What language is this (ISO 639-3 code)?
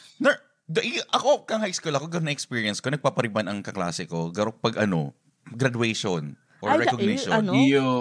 bik